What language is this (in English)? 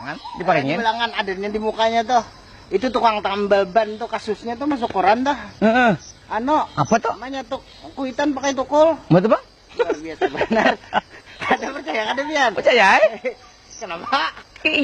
Banjar